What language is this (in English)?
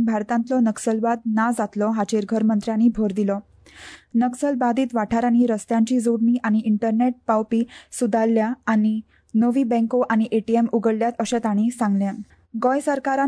Konkani